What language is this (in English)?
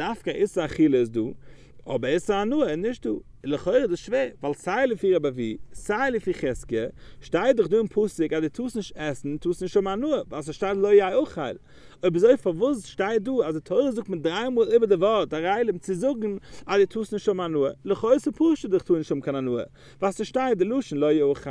Yiddish